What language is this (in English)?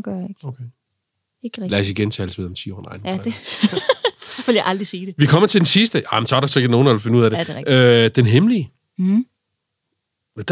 Danish